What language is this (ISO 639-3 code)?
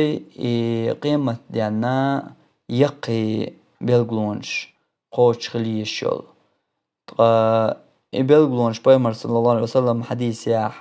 che